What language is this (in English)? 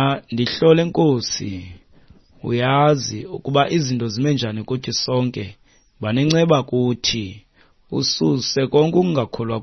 Xhosa